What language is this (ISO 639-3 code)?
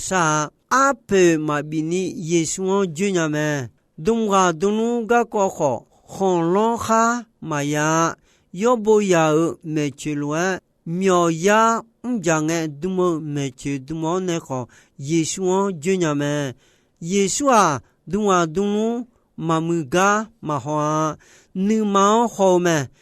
ahk